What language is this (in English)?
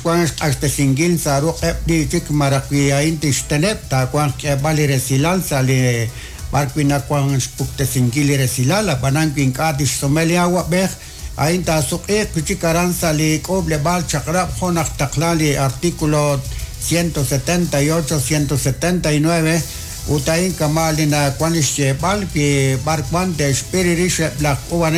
Kekchí